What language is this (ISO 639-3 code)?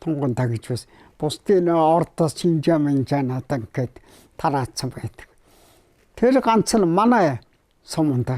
mon